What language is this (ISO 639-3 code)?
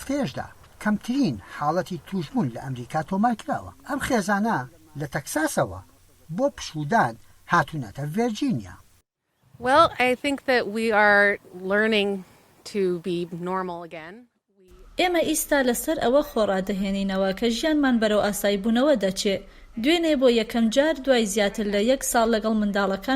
ckb